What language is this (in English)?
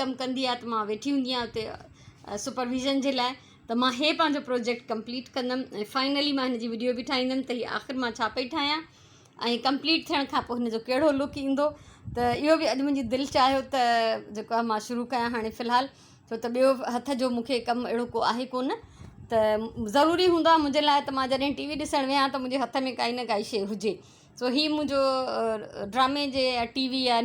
Sindhi